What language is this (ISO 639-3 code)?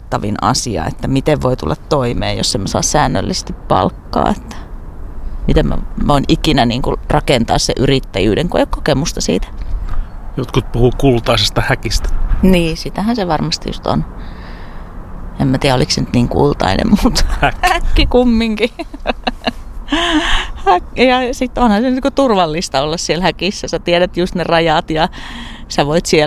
fin